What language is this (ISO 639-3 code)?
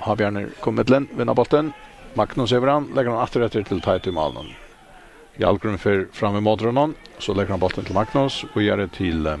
fao